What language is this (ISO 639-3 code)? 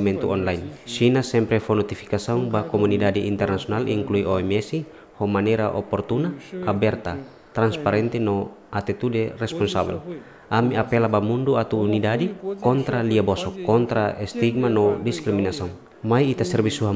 tet